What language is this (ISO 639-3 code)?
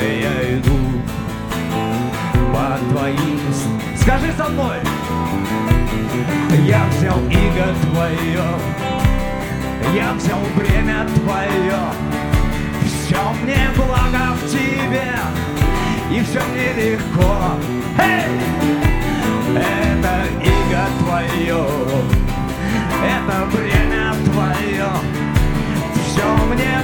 rus